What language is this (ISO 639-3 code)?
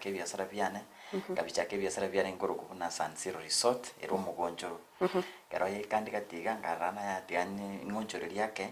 guz